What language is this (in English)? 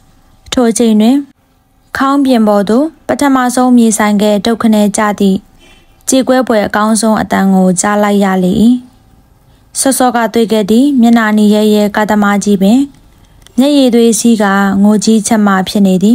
Burmese